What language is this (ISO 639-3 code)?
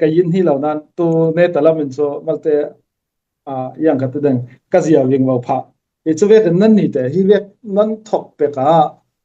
cfm